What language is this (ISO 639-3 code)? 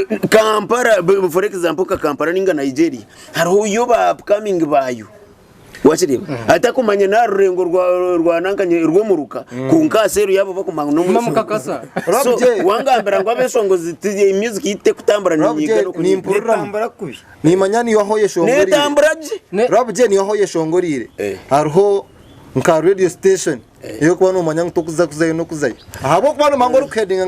nyn